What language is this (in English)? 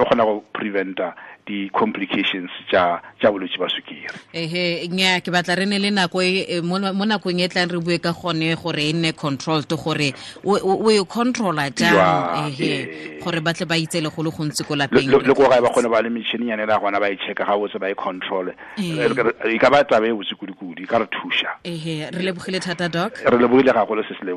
Tswana